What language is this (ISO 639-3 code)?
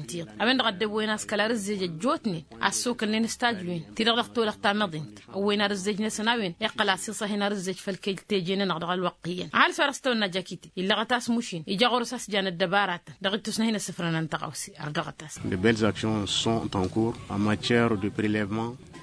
taq